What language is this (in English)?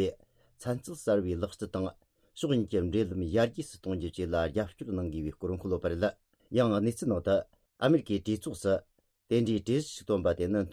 Tibetan